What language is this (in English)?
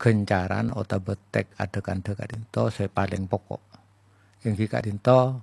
Madurese